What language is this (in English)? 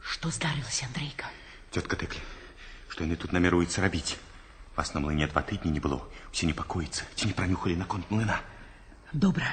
Belarusian